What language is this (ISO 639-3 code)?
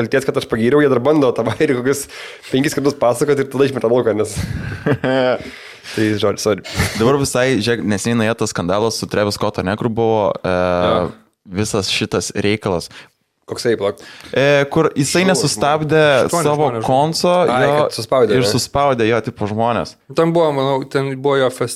lit